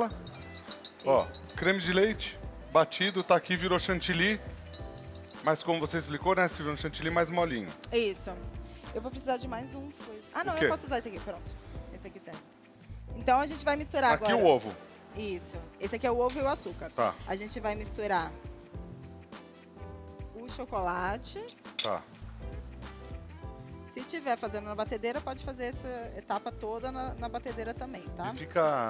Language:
Portuguese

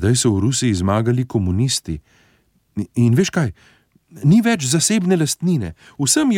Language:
Slovenian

